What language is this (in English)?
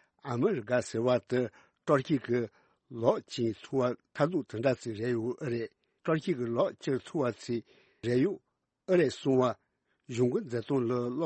Tibetan